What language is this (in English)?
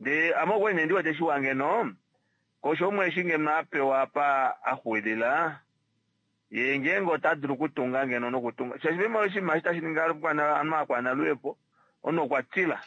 Kuanyama